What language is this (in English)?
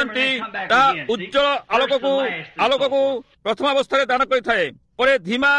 Odia